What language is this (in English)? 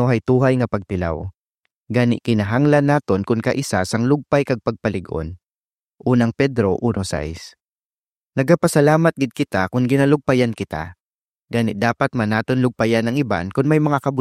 Hiligaynon